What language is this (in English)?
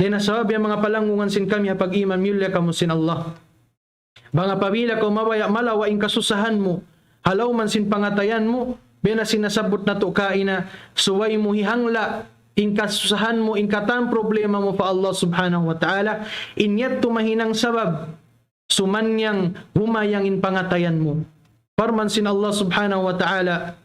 Tausug